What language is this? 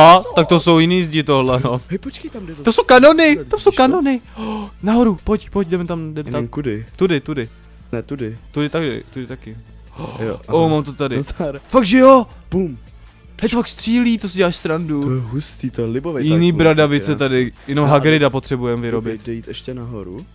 Czech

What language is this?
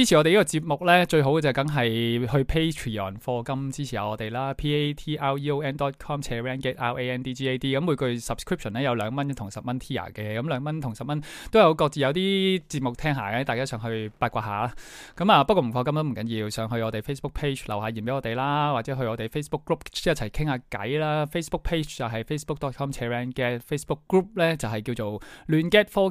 Cantonese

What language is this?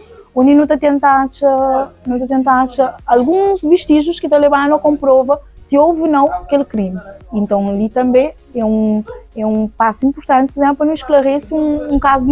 Kabuverdianu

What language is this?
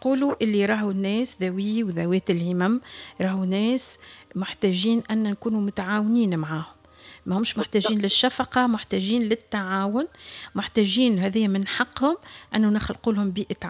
Tunisian Arabic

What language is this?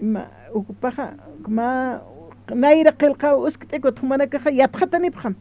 Aymara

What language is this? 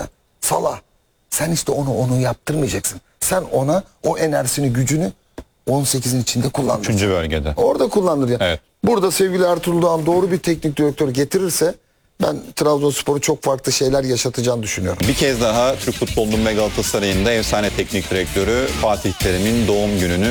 Turkish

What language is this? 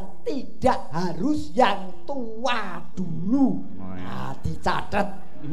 Javanese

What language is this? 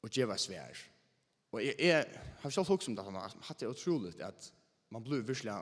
Faroese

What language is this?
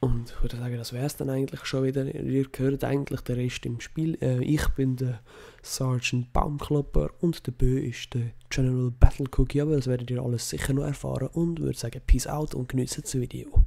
Swiss German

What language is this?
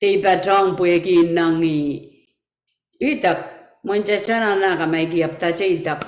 Pohnpeian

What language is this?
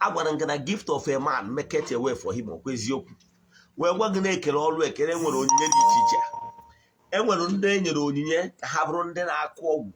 Igbo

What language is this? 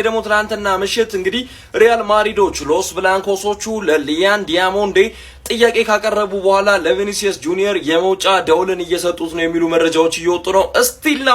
Amharic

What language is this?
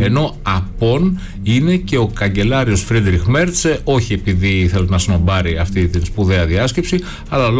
Greek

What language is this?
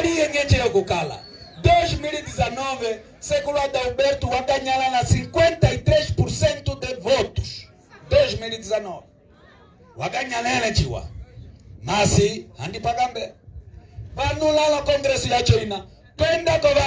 Umbundu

